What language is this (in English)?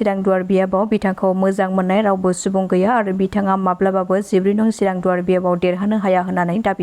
Bodo